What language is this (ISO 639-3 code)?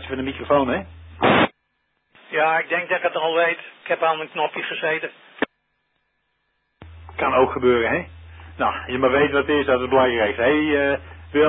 nld